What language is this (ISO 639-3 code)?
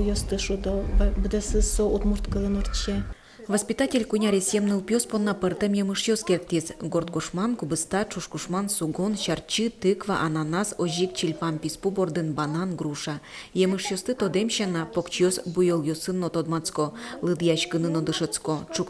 udm